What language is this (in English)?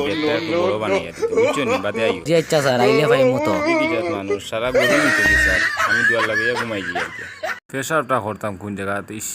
Sylheti